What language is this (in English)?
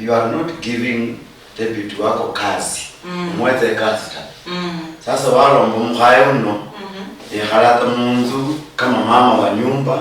Luyia